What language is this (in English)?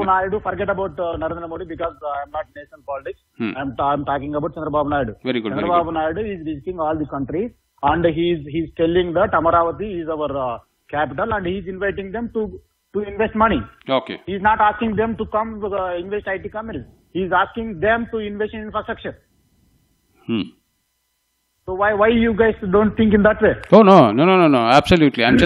Telugu